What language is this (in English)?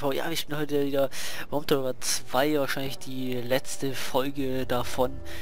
German